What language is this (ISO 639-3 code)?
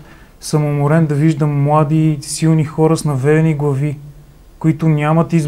bul